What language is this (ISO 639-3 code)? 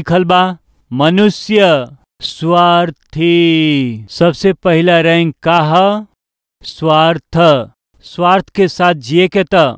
bho